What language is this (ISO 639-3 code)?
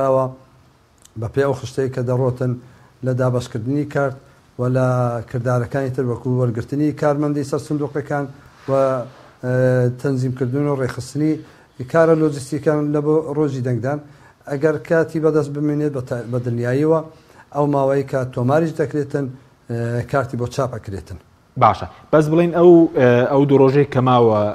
ckb